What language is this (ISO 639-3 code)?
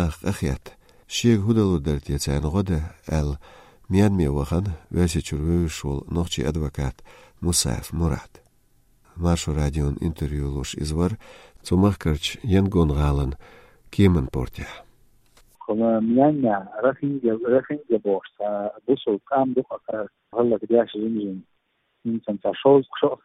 che